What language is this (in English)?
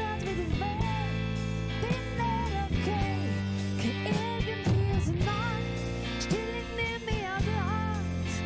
Swiss German